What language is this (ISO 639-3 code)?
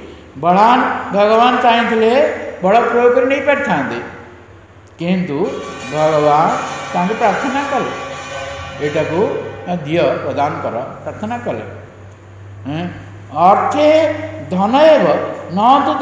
ori